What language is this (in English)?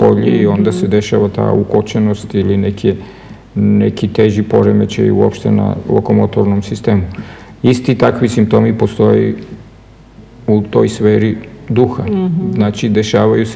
Serbian